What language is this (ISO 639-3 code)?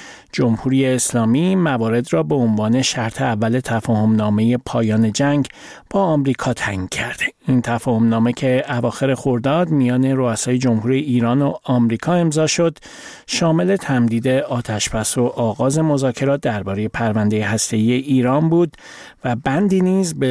fas